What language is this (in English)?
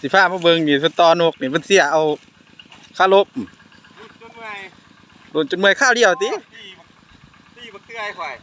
Lao